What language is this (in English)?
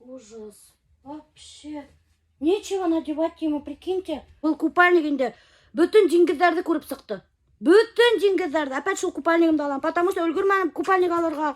Bashkir